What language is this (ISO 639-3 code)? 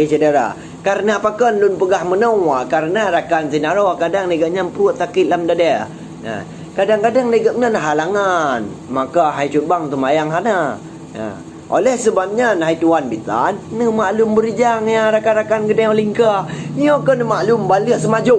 ace